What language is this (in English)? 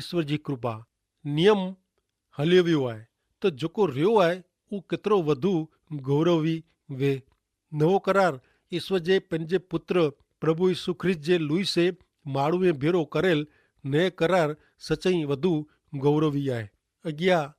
Kachhi